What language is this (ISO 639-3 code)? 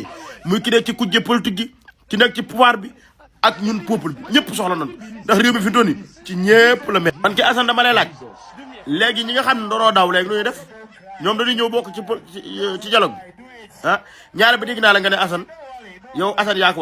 wol